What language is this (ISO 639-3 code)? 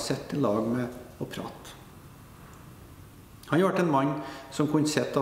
nor